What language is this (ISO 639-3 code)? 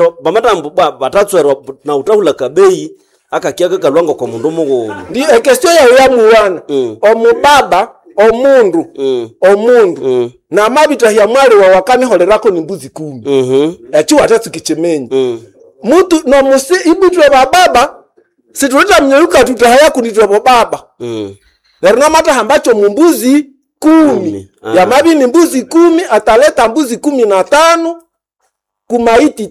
nnb